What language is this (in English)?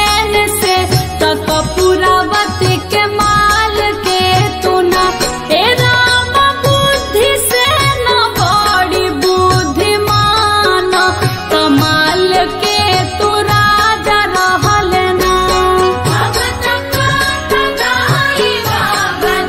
Bhojpuri